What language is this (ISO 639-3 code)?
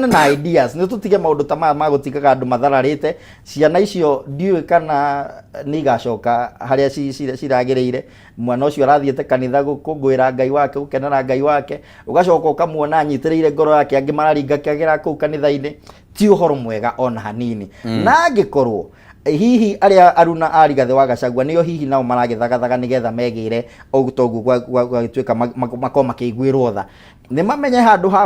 kik